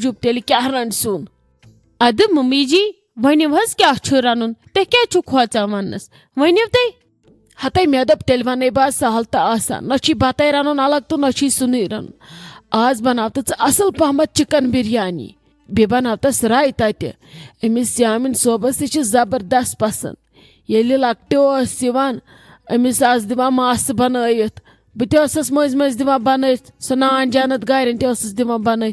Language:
Kashmiri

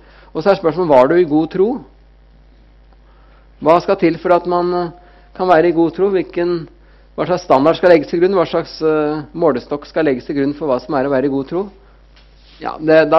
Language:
Norwegian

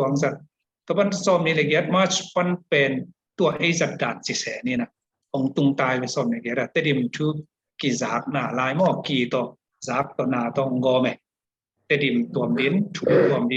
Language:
Tedim Chin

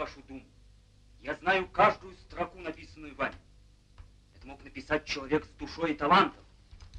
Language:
Russian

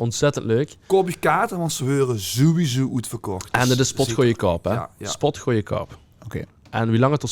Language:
Limburgish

